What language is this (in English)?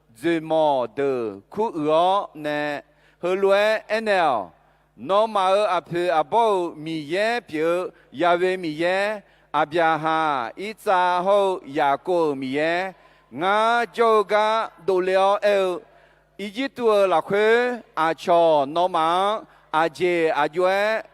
Akha